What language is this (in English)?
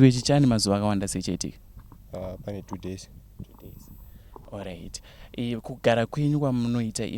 Shona